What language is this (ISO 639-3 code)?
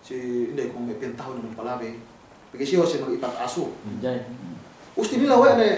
yka